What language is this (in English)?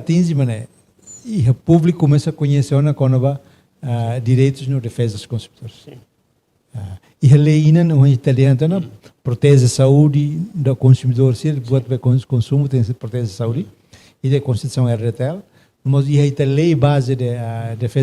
Tetum